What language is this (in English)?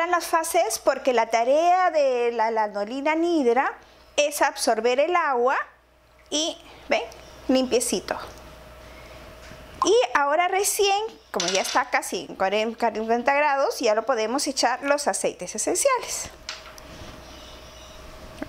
Spanish